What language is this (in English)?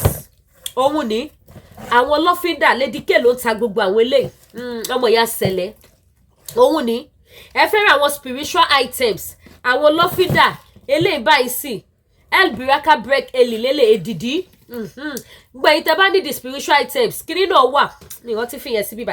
Yoruba